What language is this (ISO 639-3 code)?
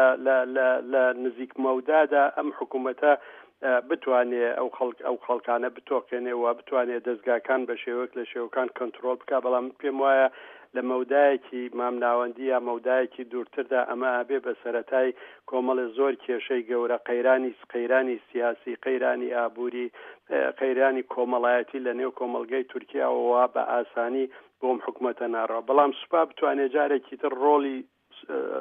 ckb